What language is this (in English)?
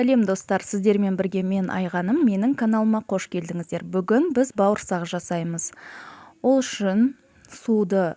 Kazakh